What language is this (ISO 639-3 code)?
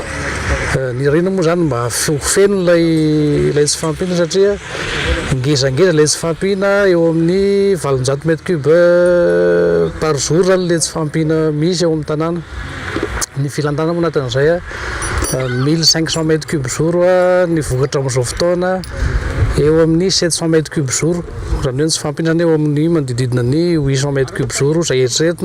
mlg